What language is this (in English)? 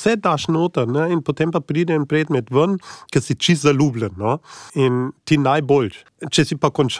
Slovenian